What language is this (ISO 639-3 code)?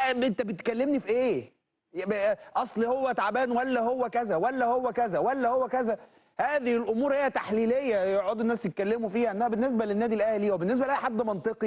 arz